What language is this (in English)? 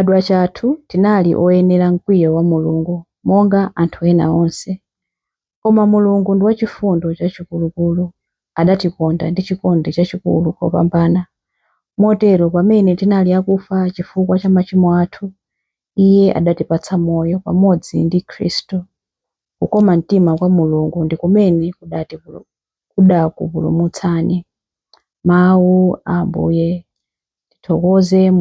Nyanja